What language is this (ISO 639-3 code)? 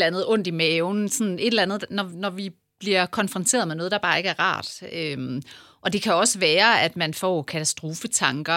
dan